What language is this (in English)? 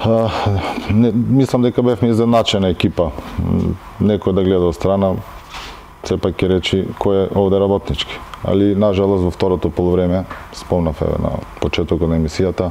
Macedonian